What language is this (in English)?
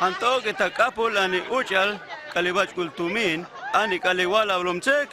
Huastec